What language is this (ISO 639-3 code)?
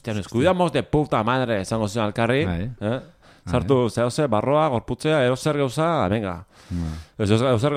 eus